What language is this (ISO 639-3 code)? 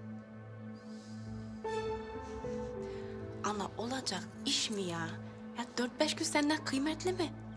tur